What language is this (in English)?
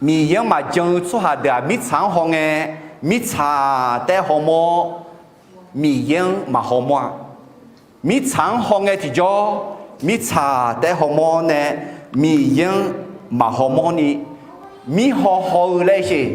Akha